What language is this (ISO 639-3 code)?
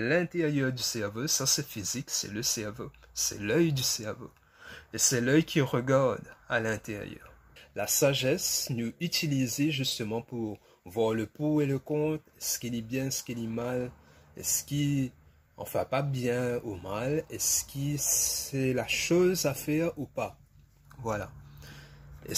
mfe